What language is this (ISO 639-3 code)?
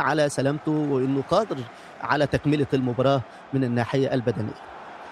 apc